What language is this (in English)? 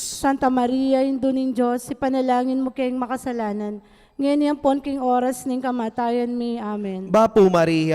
Pampanga